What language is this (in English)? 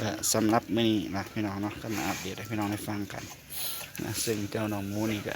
Northeastern Thai